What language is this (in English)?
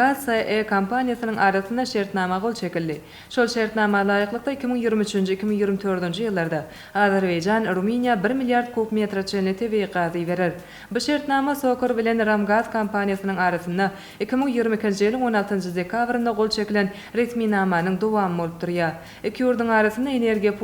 Turkmen